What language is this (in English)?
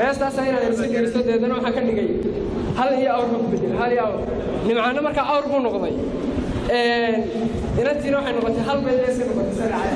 Somali